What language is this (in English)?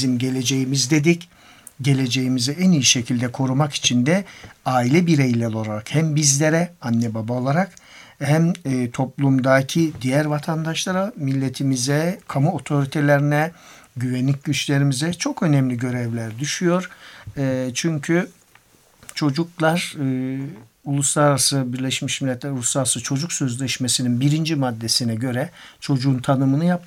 Turkish